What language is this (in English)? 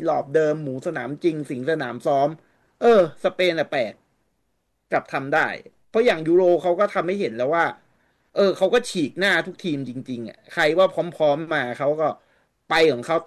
Thai